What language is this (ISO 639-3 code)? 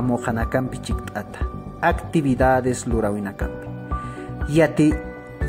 aym